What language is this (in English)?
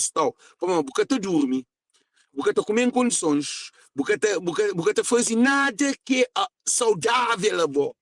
Kabuverdianu